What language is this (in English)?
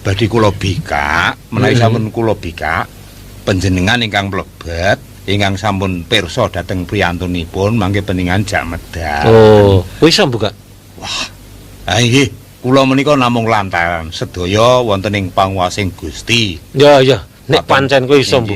Javanese